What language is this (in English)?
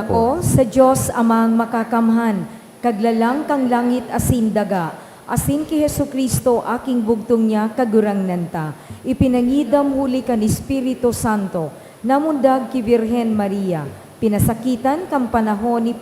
Bikol